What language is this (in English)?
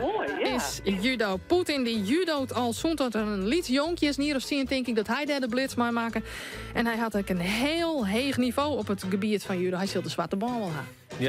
Western Frisian